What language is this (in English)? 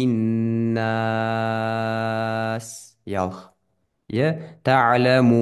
Ingush